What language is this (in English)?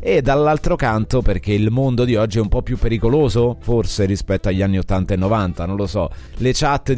Italian